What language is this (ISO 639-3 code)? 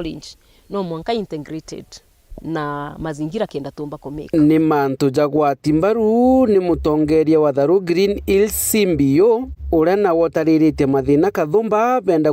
mer